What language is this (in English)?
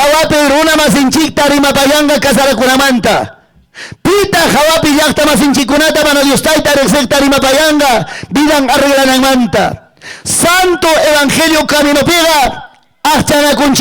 Ayacucho Quechua